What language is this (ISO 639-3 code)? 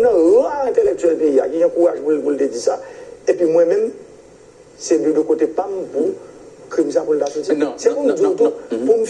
hat